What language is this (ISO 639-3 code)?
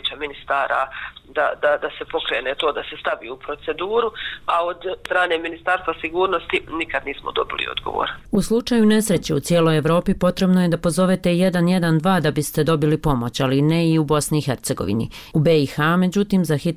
bos